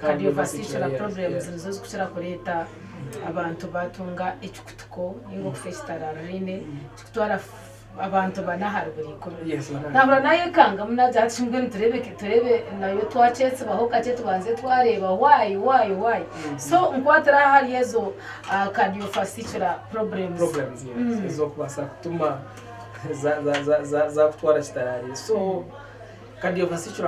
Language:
Nyankole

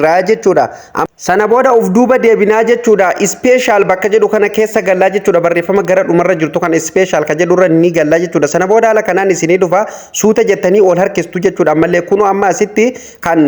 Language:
Oromo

